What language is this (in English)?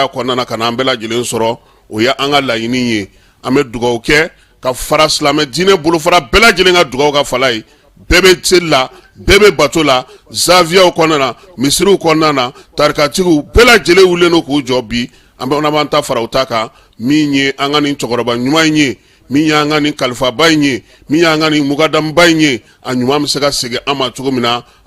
Bambara